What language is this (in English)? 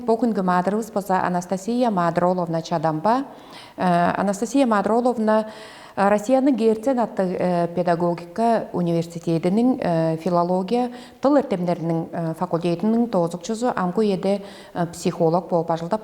Tuvinian